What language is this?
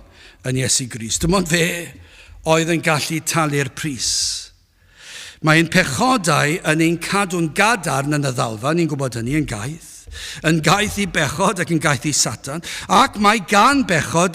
Welsh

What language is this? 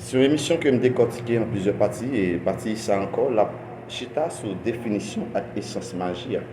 Haitian Creole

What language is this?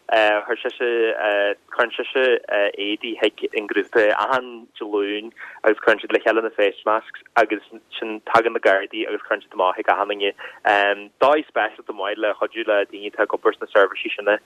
Irish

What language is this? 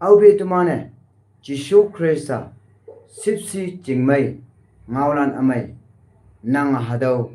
Konyak Naga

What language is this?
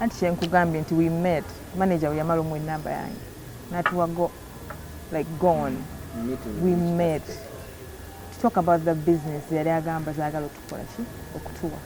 Ganda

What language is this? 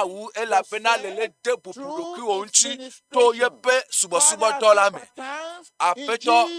Ewe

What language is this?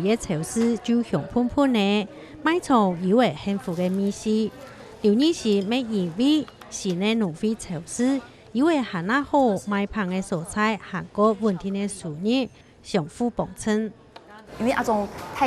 Hakka Chinese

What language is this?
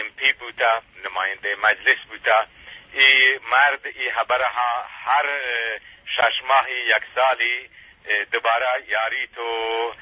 Eastern Balochi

